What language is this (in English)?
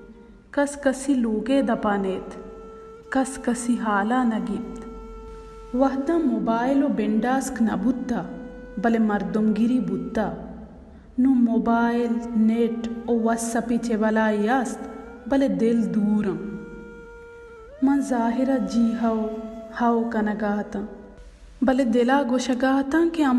Baluchi